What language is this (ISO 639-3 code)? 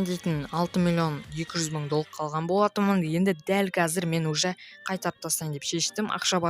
kaz